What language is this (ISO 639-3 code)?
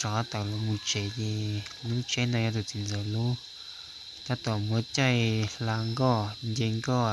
hmn